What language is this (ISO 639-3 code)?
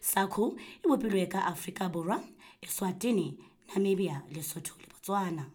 sot